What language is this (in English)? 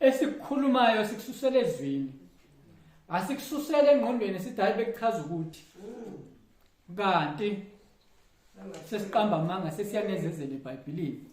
Zulu